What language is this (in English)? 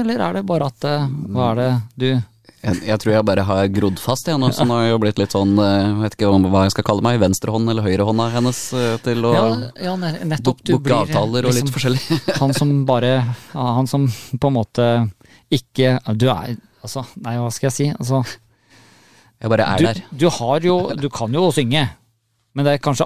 Norwegian